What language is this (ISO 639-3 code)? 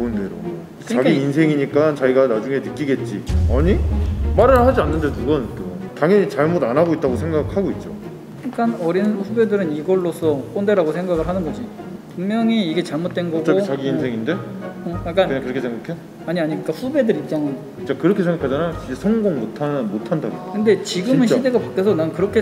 kor